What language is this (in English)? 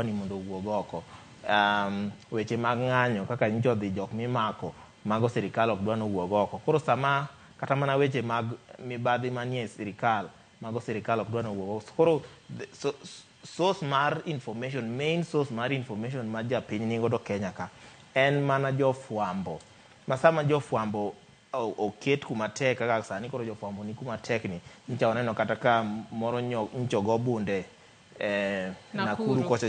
Luo (Kenya and Tanzania)